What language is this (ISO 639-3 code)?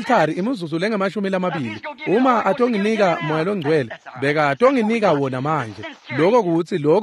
ssw